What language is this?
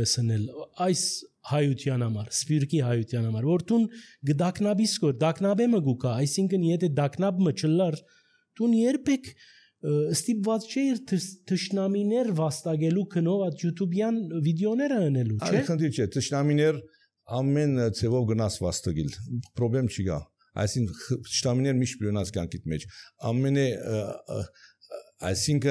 Armenian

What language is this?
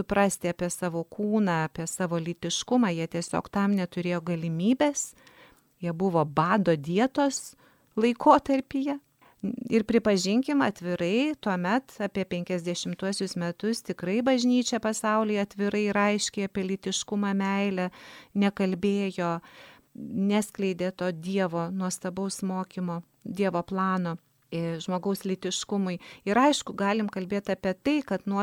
Lithuanian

